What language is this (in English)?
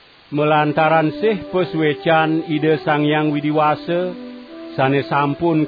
Balinese